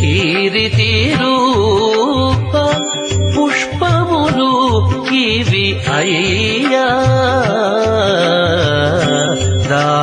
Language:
Telugu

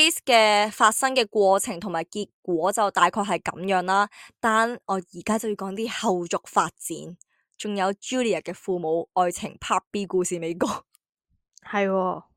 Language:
Cantonese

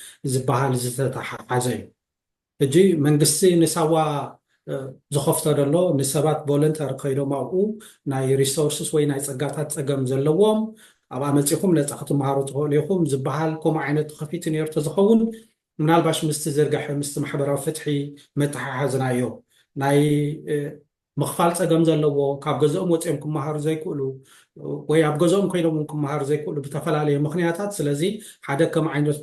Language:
Tigrinya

